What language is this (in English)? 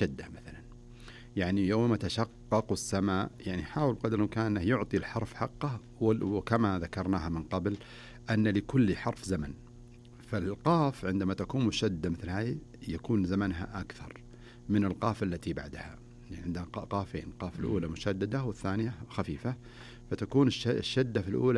Najdi Arabic